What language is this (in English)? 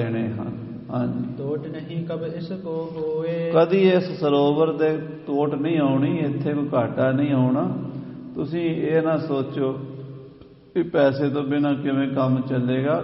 Punjabi